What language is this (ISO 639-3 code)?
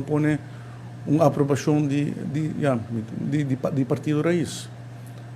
pap